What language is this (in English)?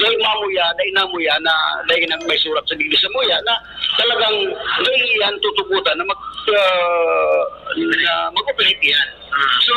Bikol